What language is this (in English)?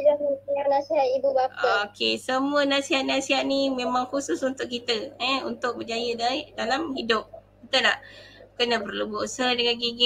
Malay